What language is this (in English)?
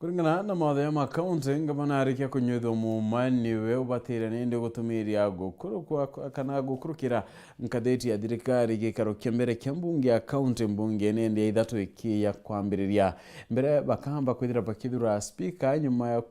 Meru